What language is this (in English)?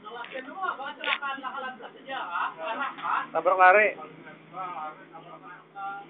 Banjar